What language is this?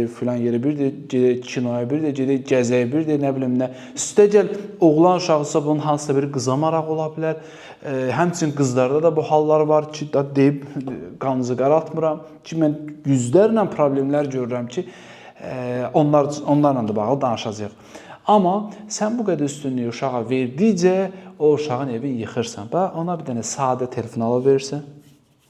Azerbaijani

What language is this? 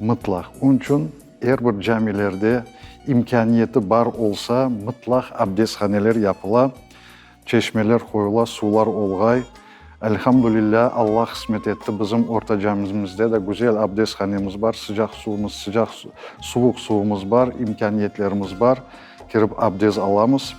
Crimean Tatar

